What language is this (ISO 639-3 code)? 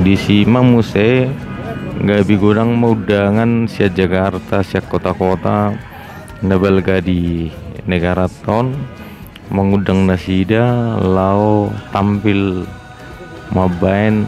bbc